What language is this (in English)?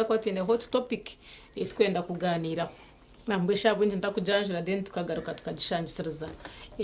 Nyankole